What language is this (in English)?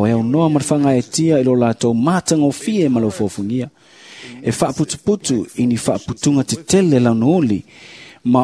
Samoan